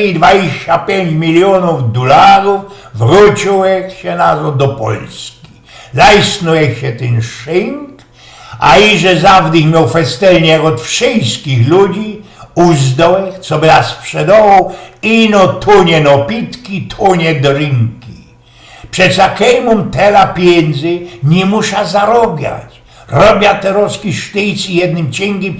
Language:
Silesian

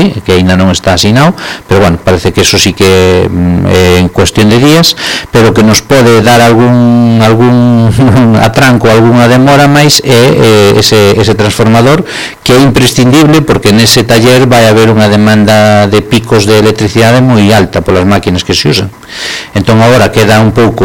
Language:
Galician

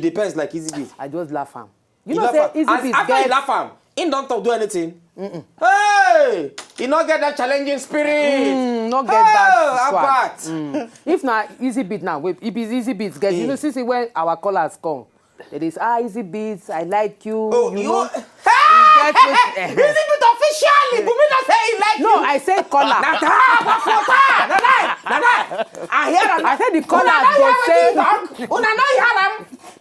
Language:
Nigerian Pidgin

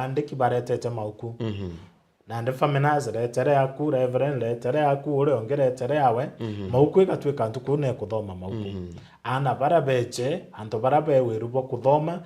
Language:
Meru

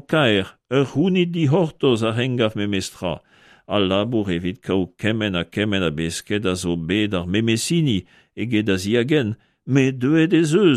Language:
Breton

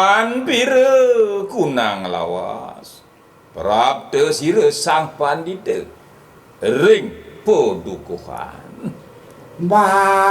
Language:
Balinese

